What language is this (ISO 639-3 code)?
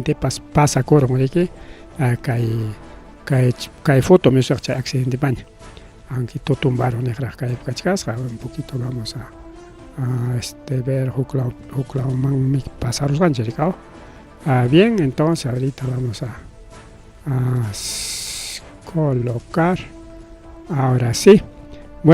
quy